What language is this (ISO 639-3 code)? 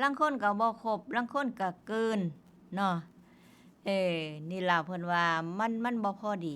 tts